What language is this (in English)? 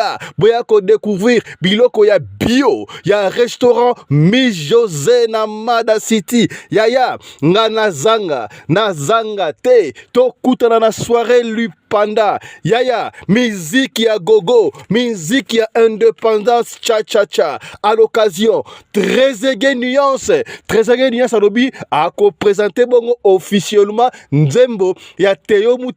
Lingala